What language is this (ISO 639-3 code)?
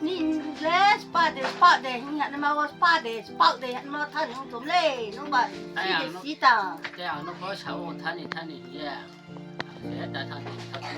ria